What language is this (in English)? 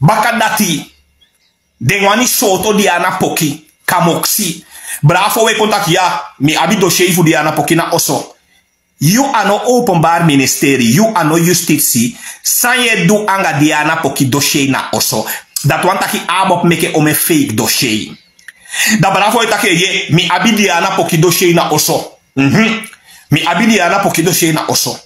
Sranan Tongo